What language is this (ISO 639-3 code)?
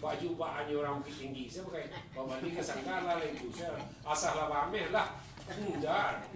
min